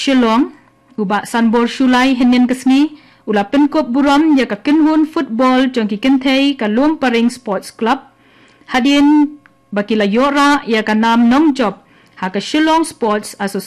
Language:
Khasi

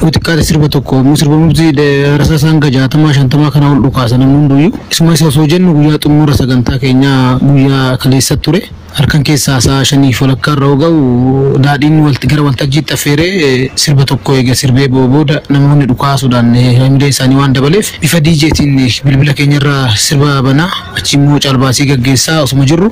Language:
Oromo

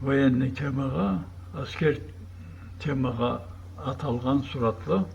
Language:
Karachay-Balkar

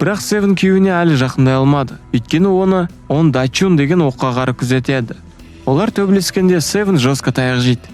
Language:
Kazakh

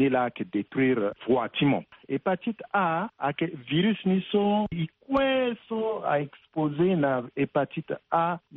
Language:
Sango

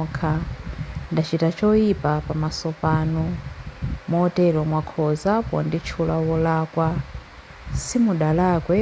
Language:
Nyanja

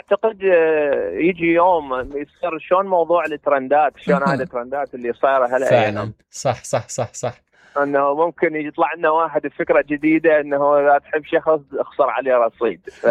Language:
Mesopotamian Arabic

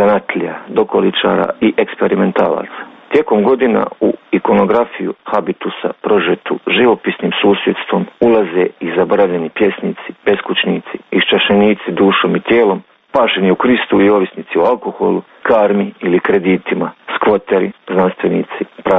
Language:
Croatian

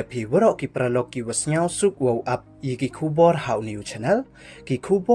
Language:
Pnar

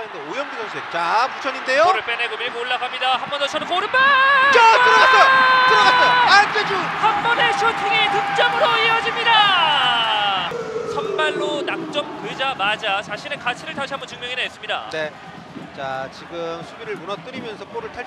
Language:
Korean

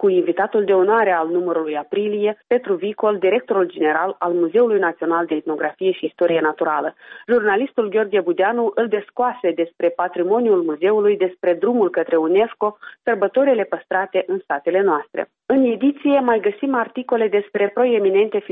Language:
Romanian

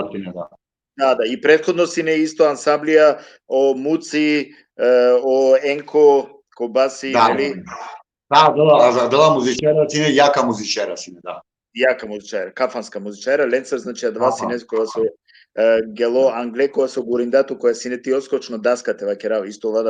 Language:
Balkan Romani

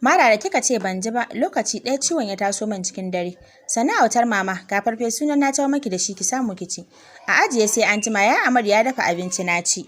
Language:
Hausa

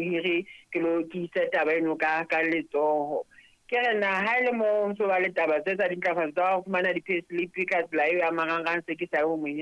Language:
Southern Sotho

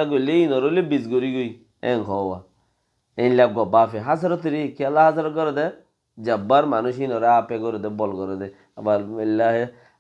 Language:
Rohingya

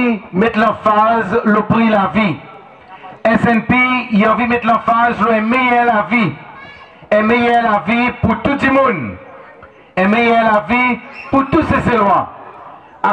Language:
Seselwa Creole French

